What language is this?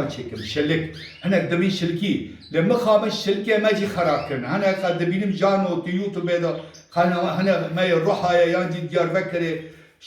Kurdish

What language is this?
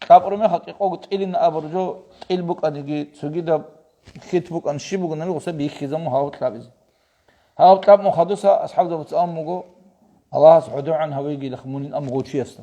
Avaric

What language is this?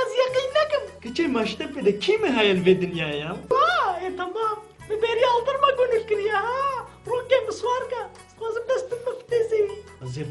Kurdish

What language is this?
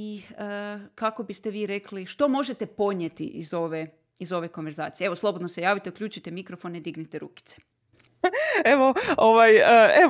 Croatian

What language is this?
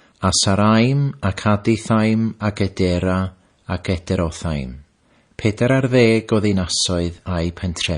Welsh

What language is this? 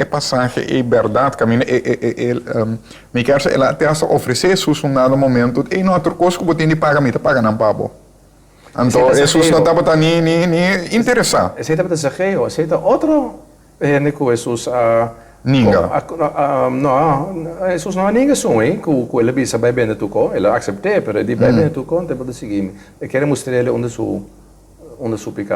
Papiamento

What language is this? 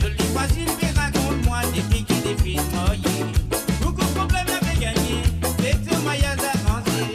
Morisyen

